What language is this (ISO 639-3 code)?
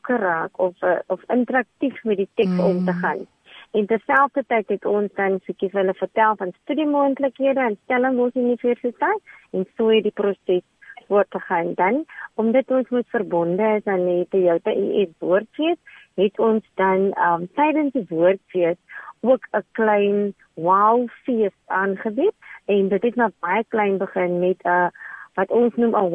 afr